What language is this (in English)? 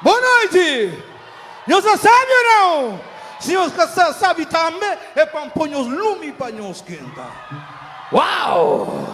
Kabuverdianu